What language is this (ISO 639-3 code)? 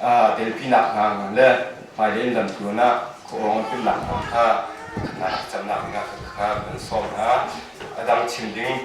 cnh